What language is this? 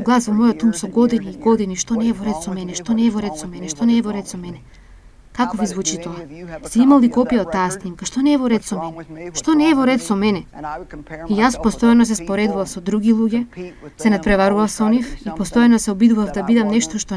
Macedonian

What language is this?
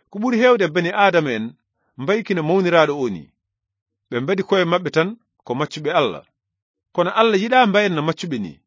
Fula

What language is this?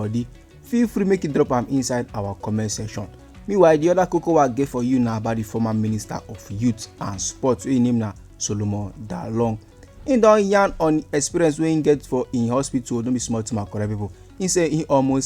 Nigerian Pidgin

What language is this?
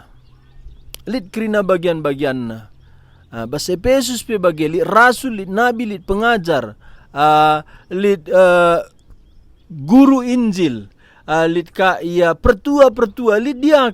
Batak Karo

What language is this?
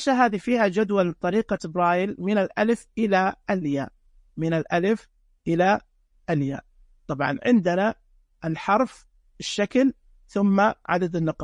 Najdi Arabic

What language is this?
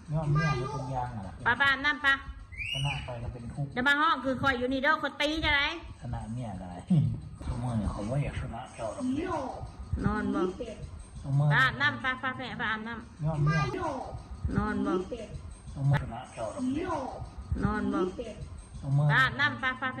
Northeastern Thai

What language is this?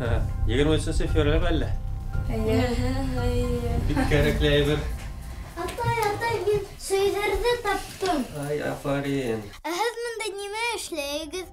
Bashkir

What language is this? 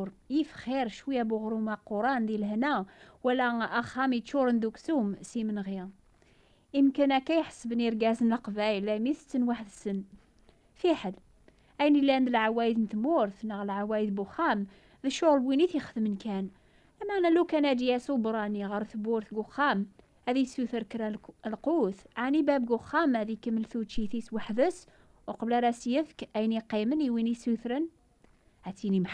Kabyle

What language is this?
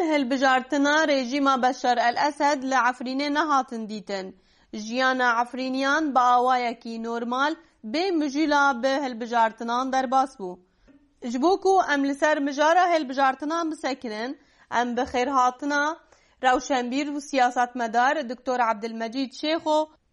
Kurdish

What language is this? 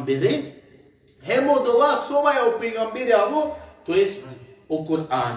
Balkan Romani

